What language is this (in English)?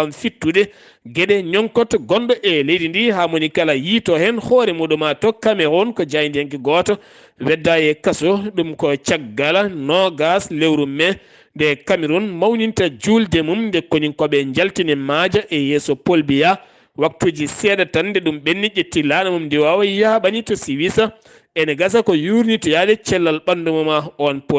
Fula